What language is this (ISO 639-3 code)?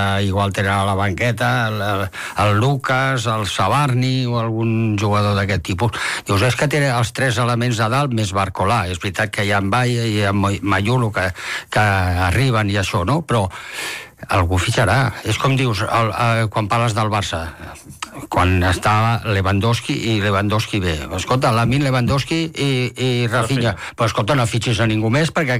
cat